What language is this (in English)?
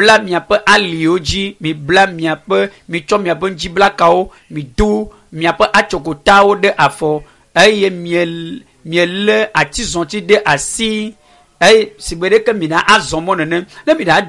Ewe